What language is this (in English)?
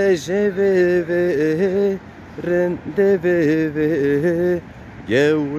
Zaza